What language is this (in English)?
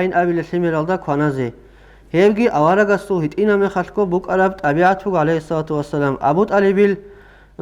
Avaric